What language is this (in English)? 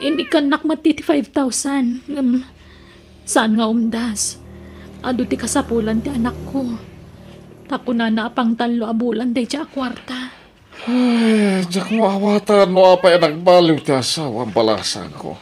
Iloko